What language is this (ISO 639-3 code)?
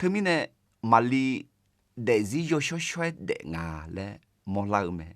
ahk